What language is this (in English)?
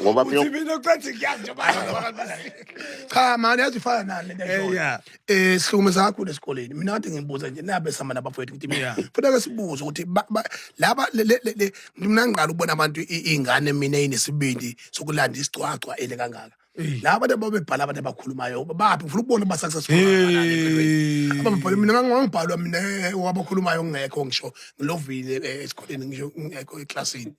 Zulu